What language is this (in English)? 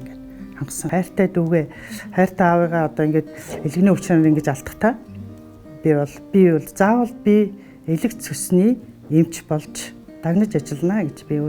Mongolian